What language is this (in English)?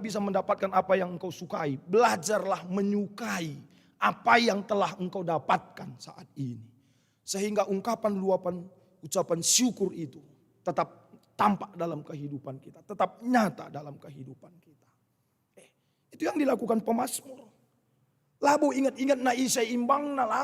Batak Karo